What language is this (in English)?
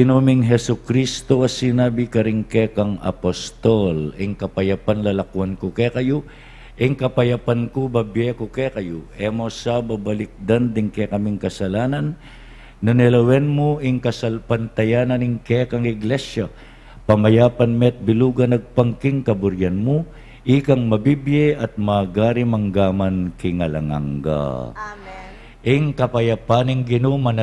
Pampanga